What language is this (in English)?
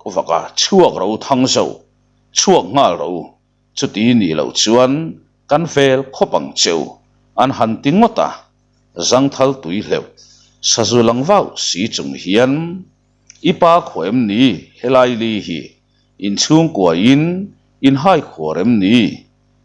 Mizo